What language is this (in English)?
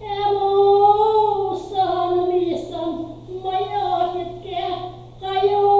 Pampanga